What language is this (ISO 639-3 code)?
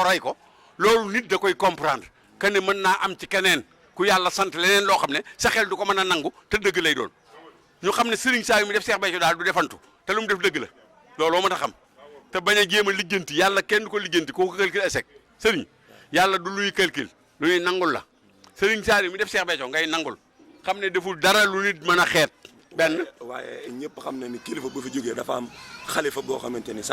wol